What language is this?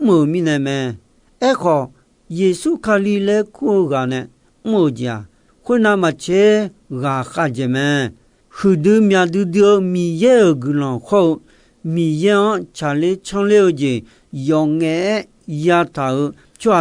Akha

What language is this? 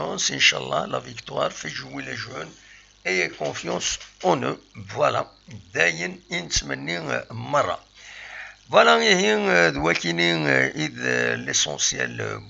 Kabyle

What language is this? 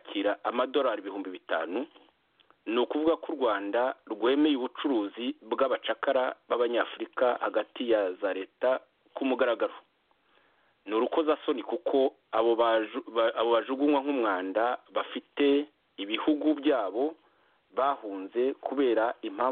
Kinyarwanda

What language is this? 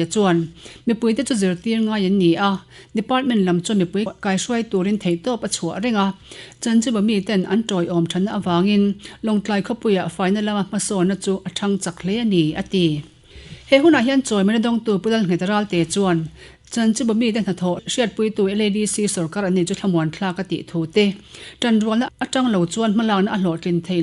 Mizo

